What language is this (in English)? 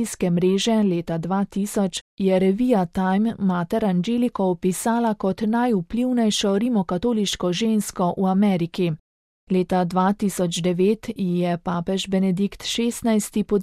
Slovenian